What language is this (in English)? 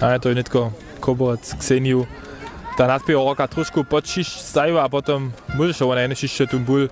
Upper Sorbian